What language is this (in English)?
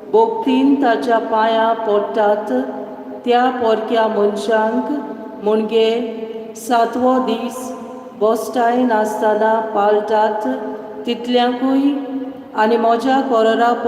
Konkani